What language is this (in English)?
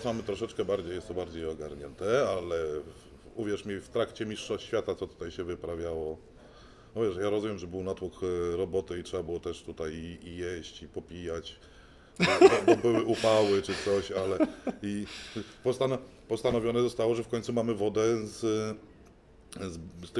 Polish